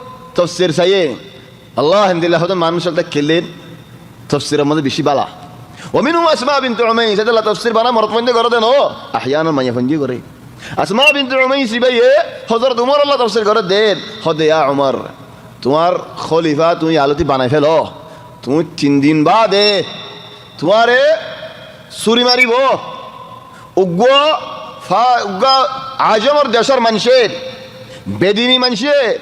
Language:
Rohingya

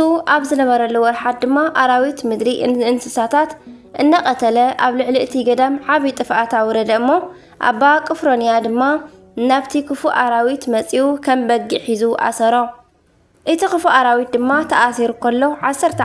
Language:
Tigrinya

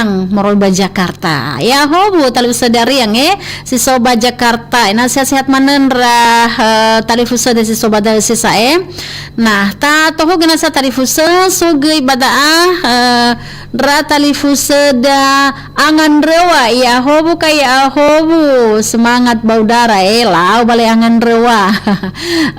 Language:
Nias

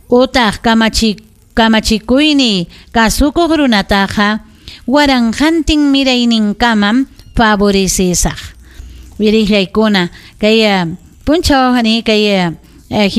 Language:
Ayacucho Quechua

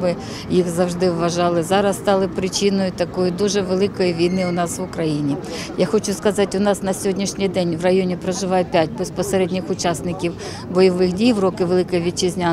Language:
Ukrainian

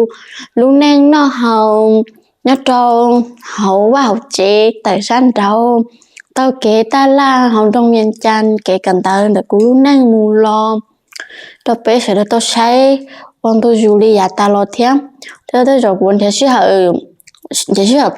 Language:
Hmong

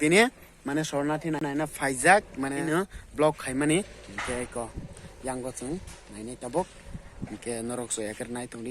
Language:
Kok Borok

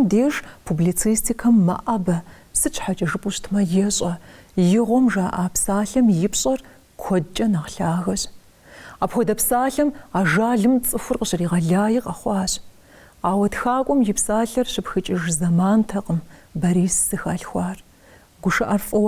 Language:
Kabardian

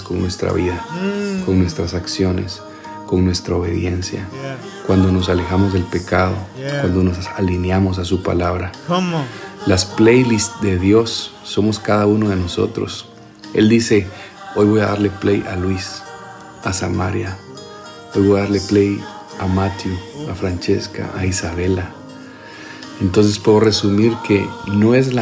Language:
Spanish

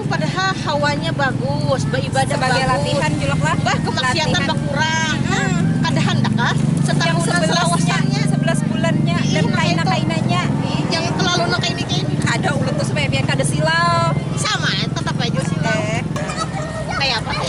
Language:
Banjar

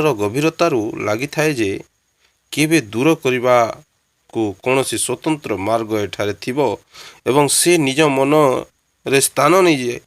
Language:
Odia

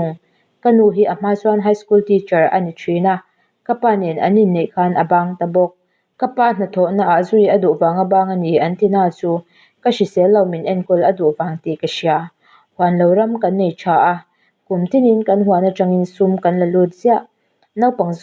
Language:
Mizo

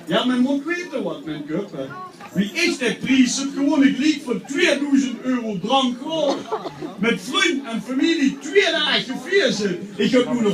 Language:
Limburgish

